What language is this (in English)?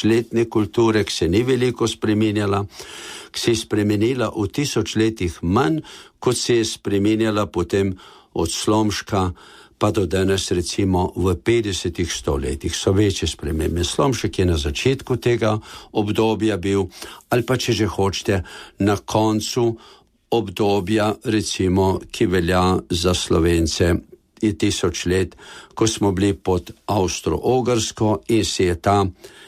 Slovenian